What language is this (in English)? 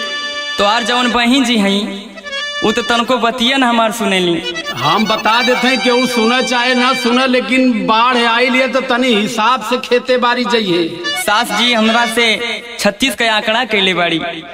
Bhojpuri